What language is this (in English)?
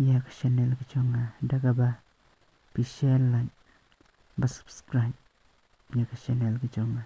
Khasi